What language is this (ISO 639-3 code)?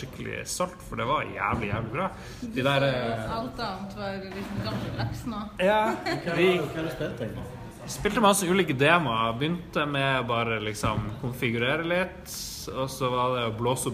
nor